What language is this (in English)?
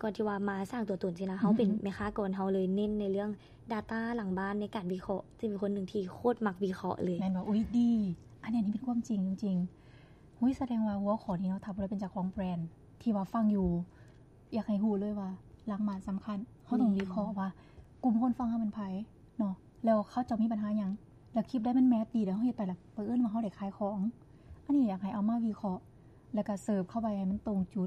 Lao